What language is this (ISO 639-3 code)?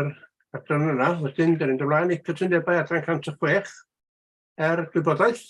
cym